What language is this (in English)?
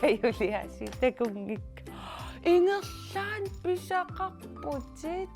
Kalaallisut